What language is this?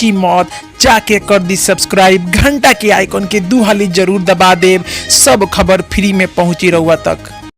Bhojpuri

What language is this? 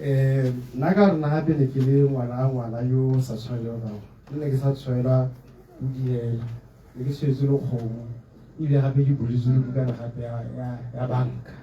Tswana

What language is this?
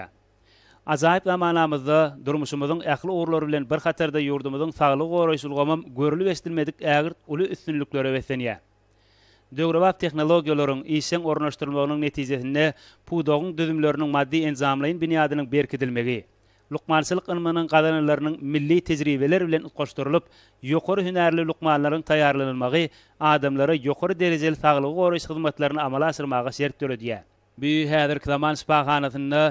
Turkmen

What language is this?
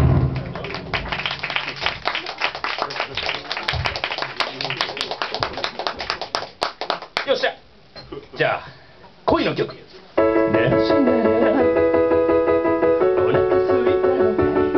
Japanese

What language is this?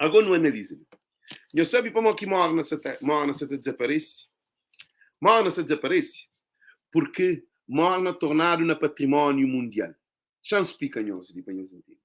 Kabuverdianu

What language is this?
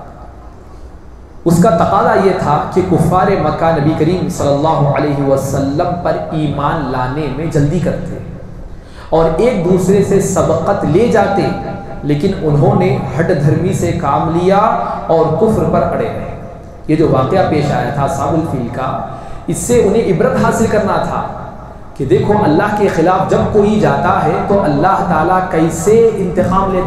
Urdu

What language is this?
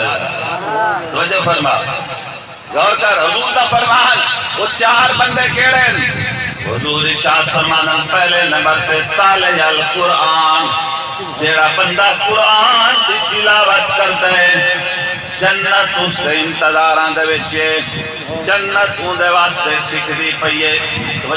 Saraiki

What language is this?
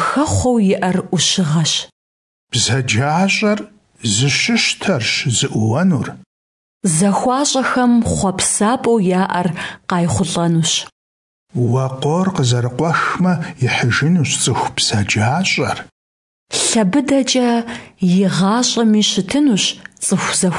Kabardian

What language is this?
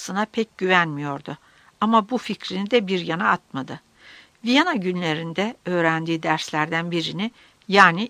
Turkish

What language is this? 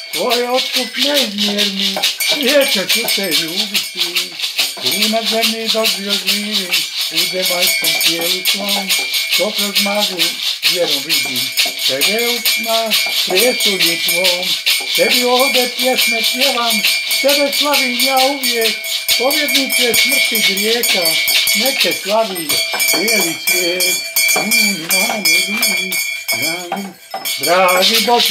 Croatian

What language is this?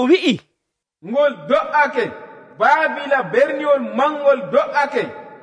Nigerian Fulfulde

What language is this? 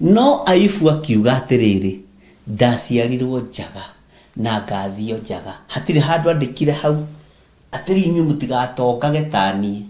Kikuyu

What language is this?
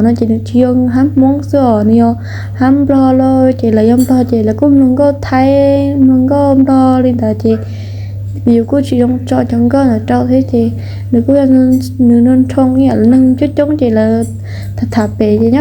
Hmong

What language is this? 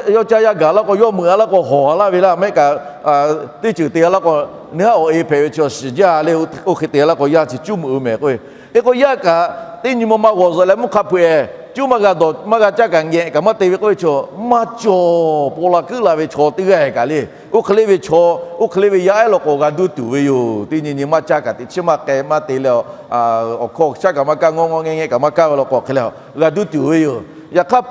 Lahu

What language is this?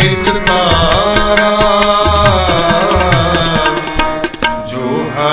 Hindi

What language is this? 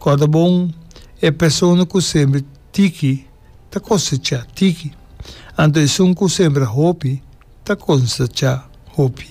Papiamento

